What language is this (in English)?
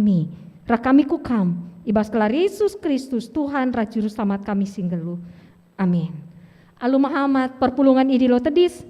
Batak Karo